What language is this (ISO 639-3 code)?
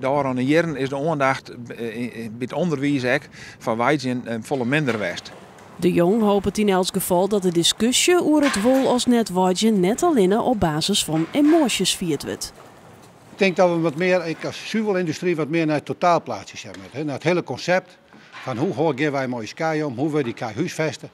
fry